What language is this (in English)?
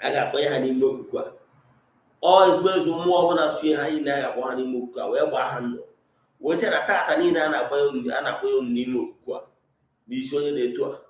Igbo